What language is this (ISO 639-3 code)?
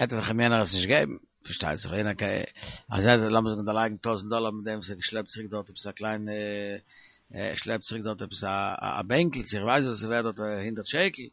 yid